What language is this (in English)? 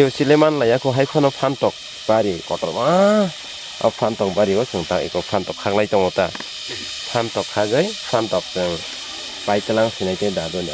Kok Borok